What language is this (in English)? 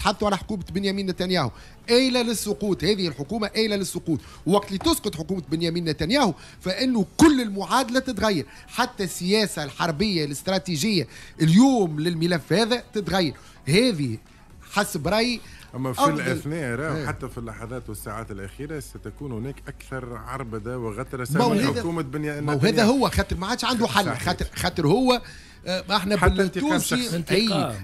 Tunisian Arabic